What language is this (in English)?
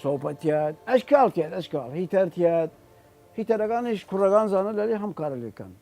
Southern Kurdish